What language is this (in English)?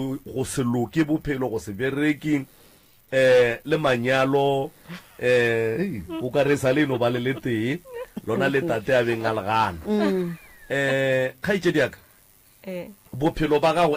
Northern Sotho